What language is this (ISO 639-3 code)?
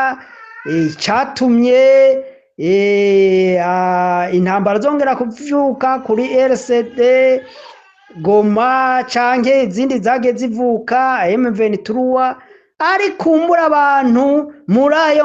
run